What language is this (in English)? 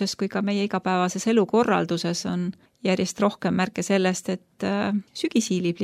Estonian